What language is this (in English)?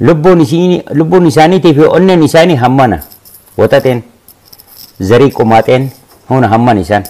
Oromo